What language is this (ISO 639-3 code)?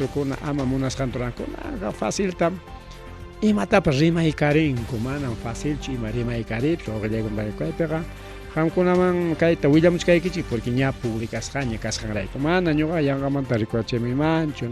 quy